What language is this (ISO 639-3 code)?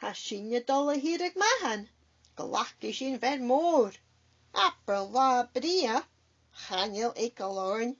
gla